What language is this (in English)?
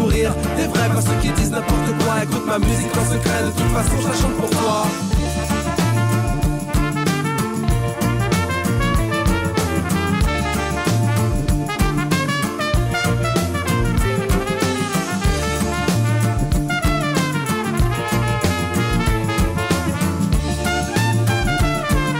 French